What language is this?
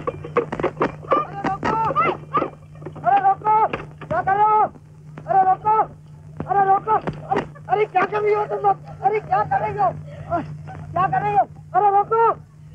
Hindi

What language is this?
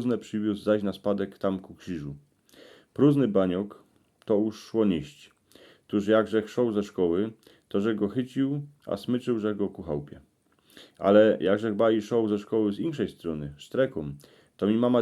Silesian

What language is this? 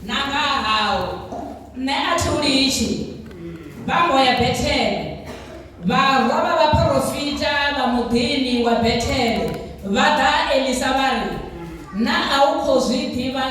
Venda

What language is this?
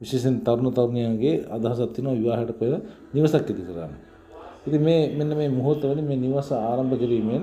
Sinhala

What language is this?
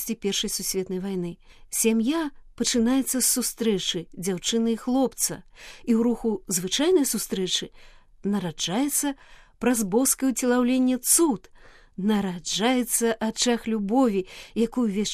Belarusian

